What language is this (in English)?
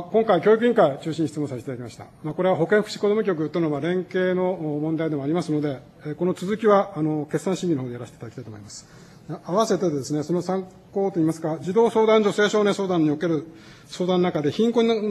Japanese